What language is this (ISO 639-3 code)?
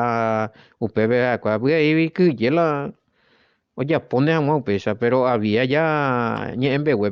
grn